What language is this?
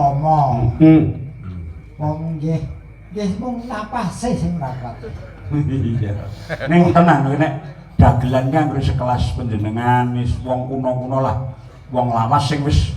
Javanese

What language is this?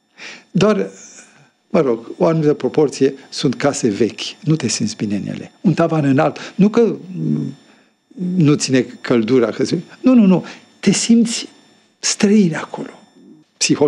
Romanian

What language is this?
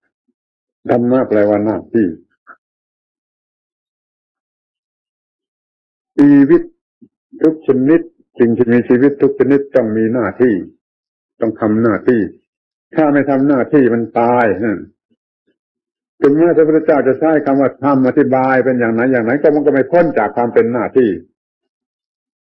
Thai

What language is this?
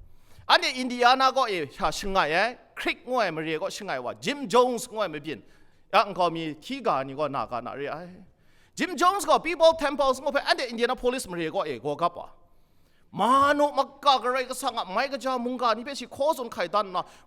Kachin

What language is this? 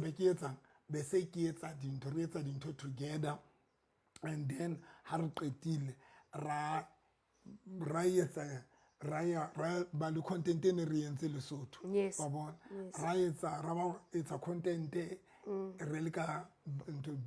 Southern Sotho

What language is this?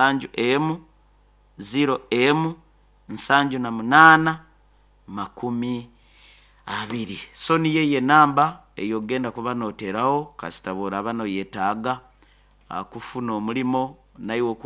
Nyoro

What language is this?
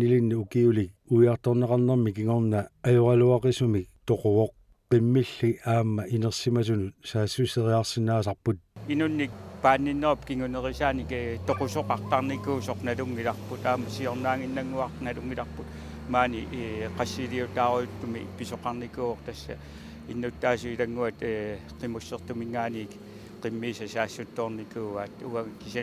Kalaallisut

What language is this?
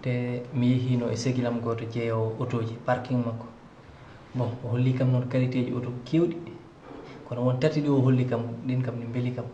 Fula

